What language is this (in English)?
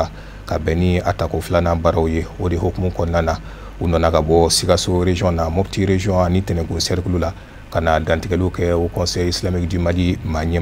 Bambara